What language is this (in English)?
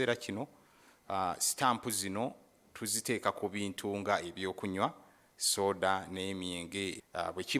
Ganda